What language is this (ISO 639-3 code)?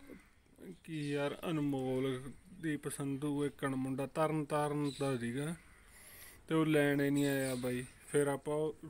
pan